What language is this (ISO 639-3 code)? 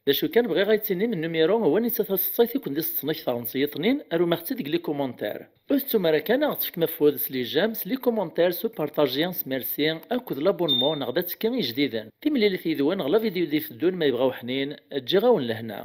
kab